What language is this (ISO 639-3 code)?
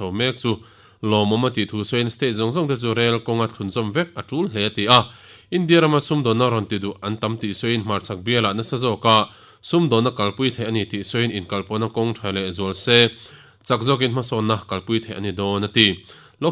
lus